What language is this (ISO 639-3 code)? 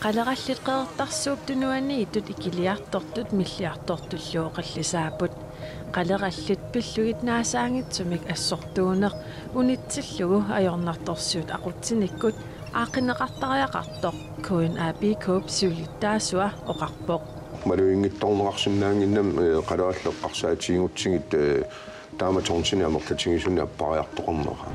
kal